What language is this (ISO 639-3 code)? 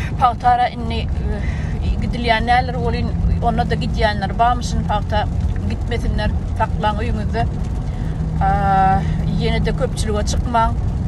tuk